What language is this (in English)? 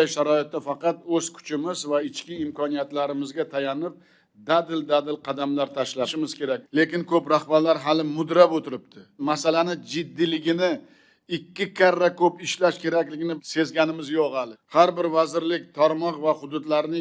Uzbek